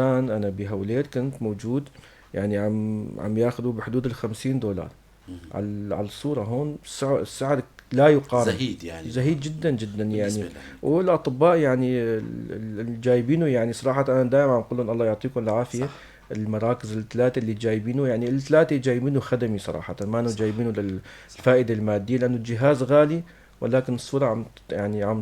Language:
North Levantine Arabic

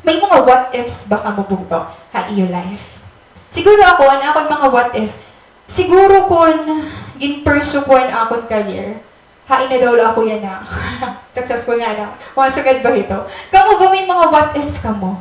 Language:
Waray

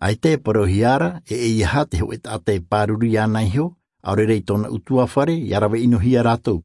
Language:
Tahitian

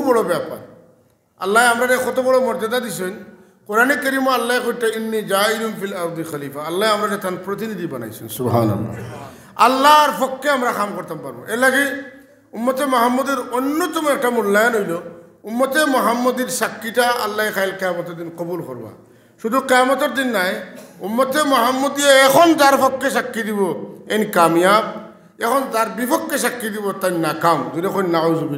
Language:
Sylheti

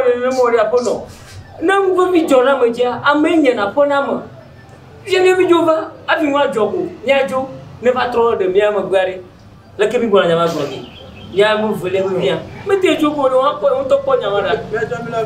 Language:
Ewe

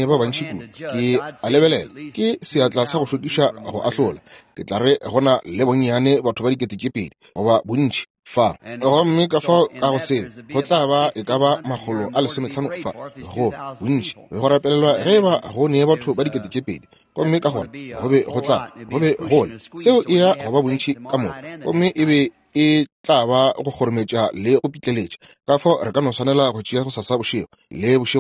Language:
Northern Sotho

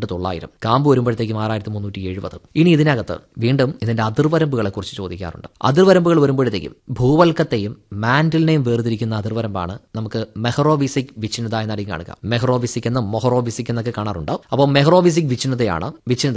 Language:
Malayalam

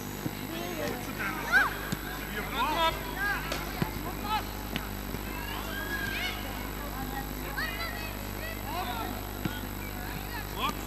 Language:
Dutch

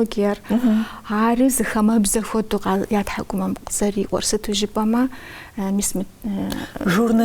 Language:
Kabardian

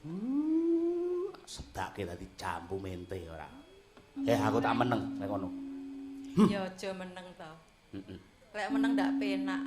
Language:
Javanese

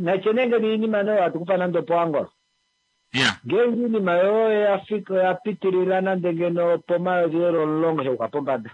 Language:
Kuanyama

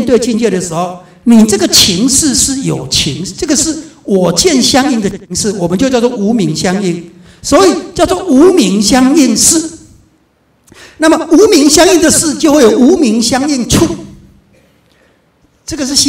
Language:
Chinese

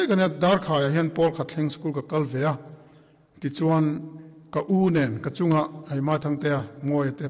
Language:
Mizo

